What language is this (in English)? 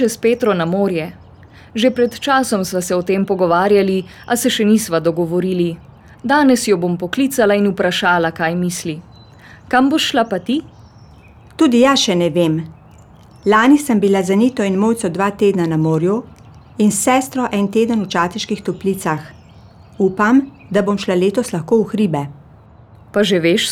Slovenian